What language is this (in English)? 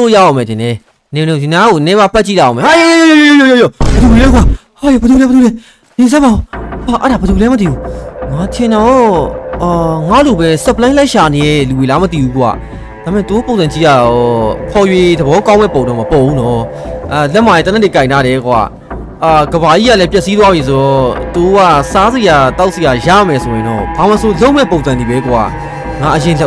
Burmese